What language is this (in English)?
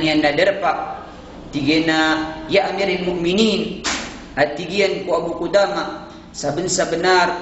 Maranao